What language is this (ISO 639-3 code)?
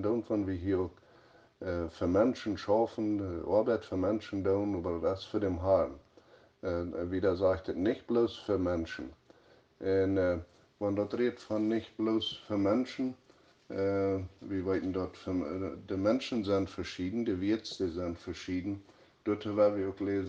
pdt